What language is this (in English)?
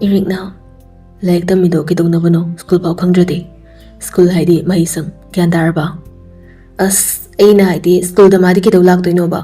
Manipuri